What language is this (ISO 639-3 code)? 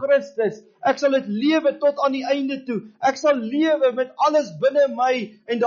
afr